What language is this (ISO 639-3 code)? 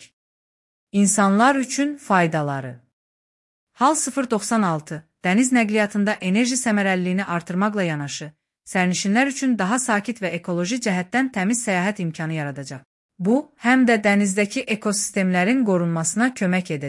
aze